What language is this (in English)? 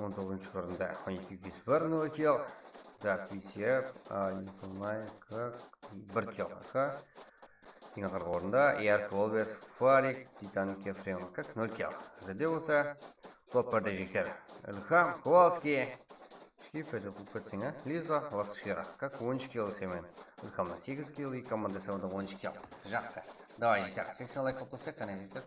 Kara-Kalpak